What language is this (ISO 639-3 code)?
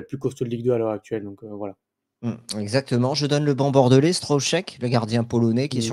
fra